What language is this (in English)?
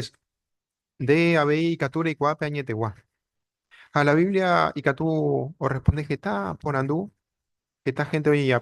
Guarani